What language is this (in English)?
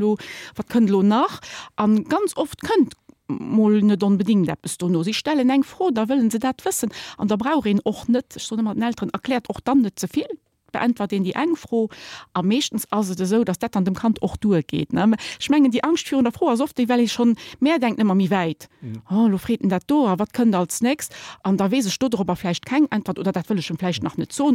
Luxembourgish